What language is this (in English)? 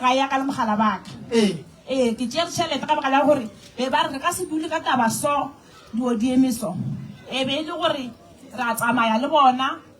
Northern Sotho